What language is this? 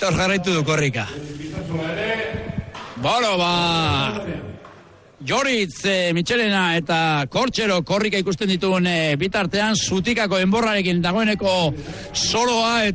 Basque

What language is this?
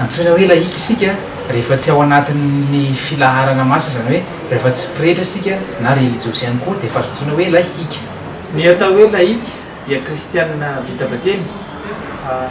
Malagasy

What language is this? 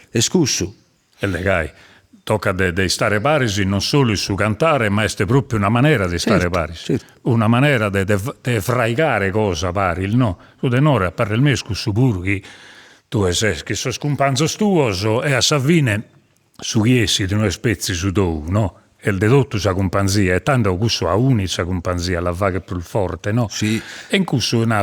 Sardinian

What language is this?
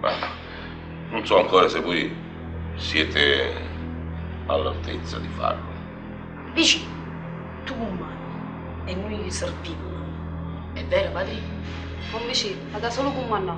Neapolitan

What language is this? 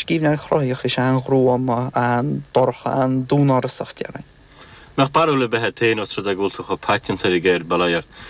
Irish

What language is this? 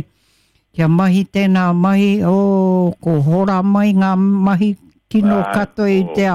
Māori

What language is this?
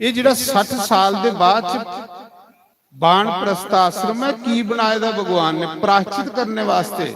Dogri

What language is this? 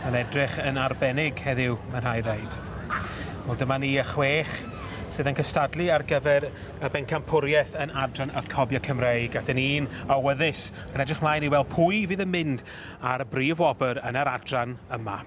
Welsh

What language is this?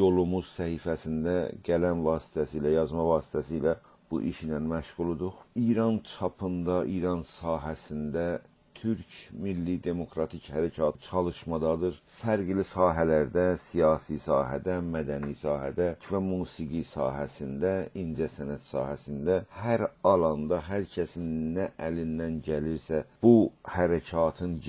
South Azerbaijani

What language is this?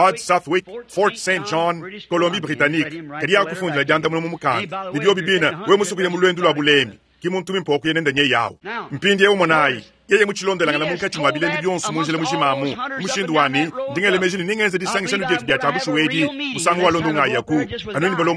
Luba-Lulua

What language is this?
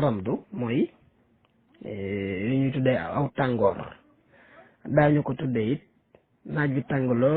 Wolof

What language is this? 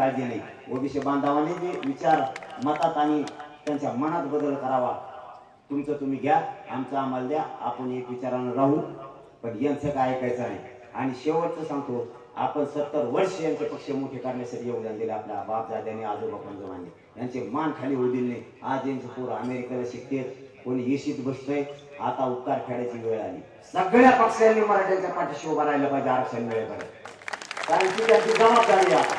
Marathi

